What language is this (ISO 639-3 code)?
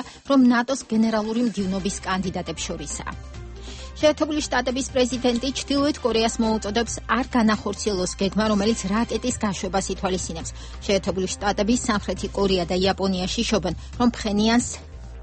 kat